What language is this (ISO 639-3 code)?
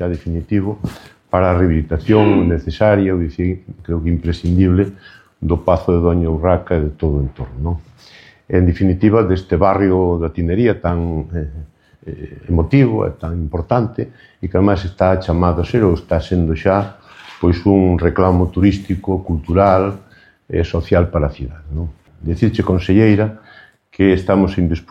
glg